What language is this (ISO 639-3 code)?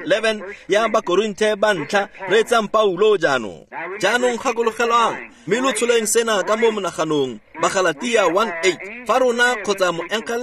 tsn